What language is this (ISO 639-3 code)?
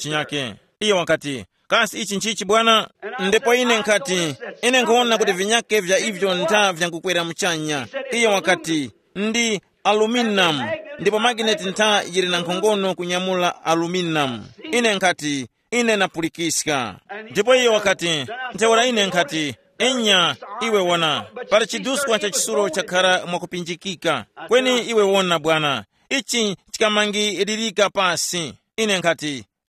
tum